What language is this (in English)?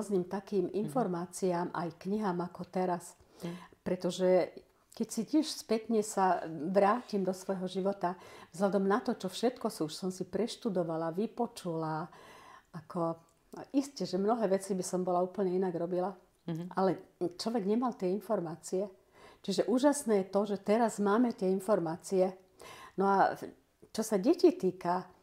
Slovak